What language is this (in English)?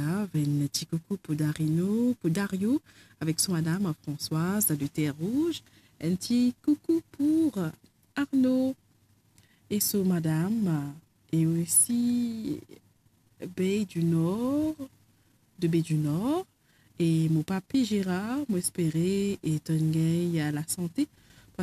Morisyen